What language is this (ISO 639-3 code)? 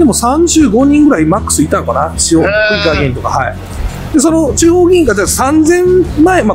jpn